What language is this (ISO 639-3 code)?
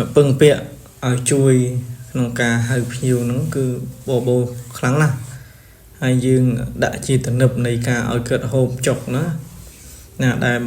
khm